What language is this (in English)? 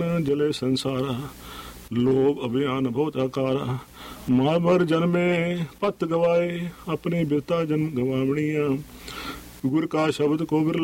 Punjabi